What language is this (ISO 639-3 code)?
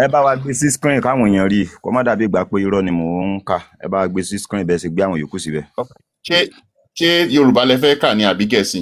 yor